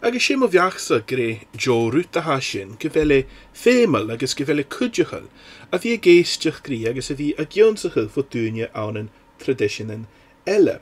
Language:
Scottish Gaelic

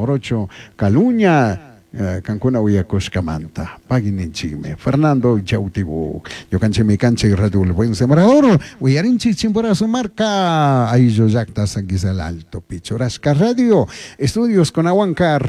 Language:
Chimborazo Highland Quichua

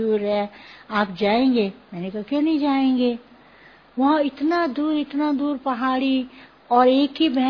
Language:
Hindi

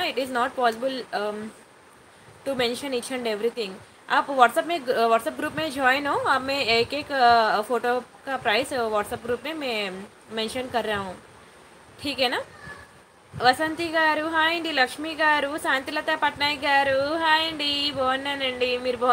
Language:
Telugu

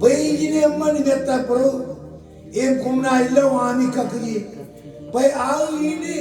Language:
Marshallese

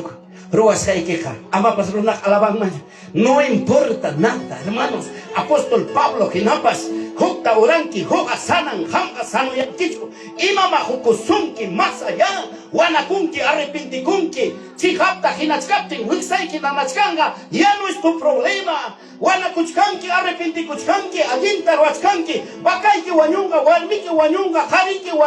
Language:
Ayacucho Quechua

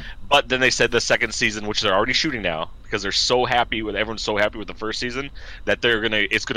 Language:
English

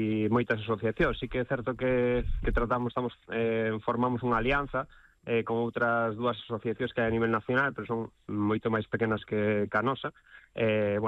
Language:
Galician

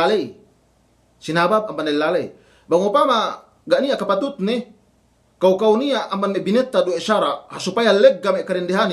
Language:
Yakan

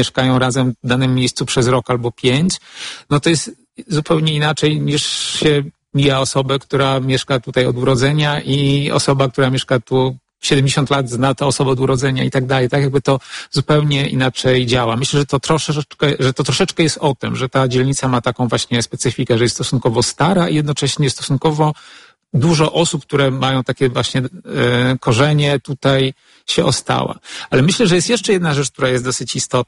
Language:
Polish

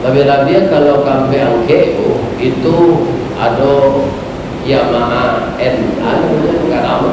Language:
Minangkabau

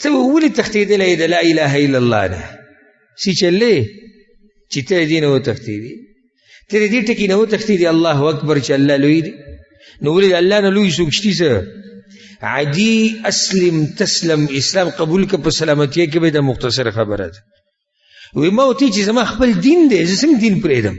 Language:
Pashto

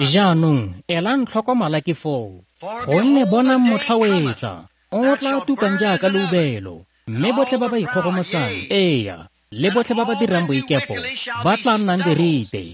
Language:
Tswana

